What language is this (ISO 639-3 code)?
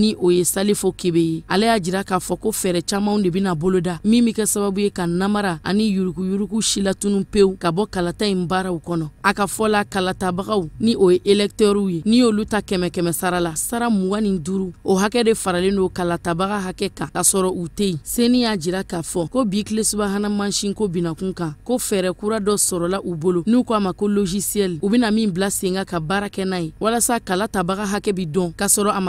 bam